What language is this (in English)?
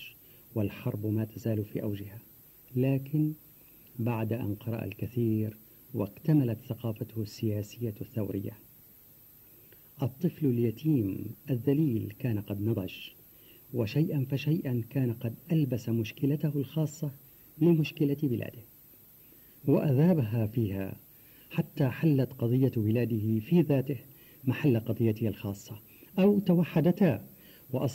Arabic